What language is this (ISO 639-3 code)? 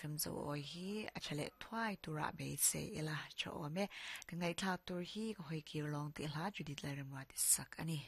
lus